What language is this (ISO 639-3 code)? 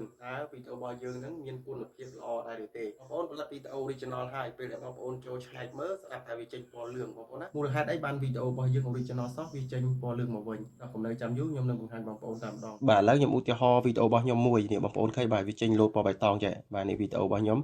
khm